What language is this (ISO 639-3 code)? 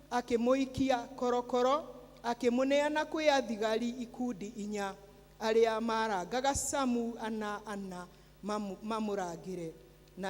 kik